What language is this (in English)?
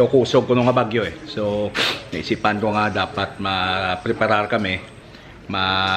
Hiligaynon